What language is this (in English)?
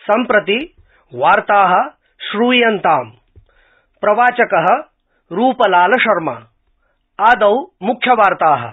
Sanskrit